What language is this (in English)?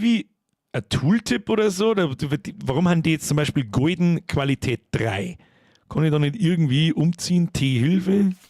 Bavarian